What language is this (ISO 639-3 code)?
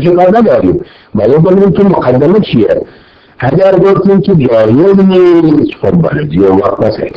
fas